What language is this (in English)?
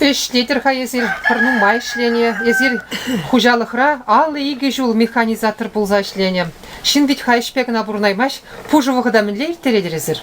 Chuvash